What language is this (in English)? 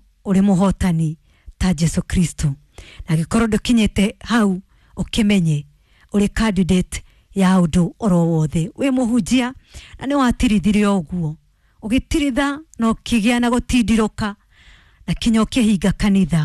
Kikuyu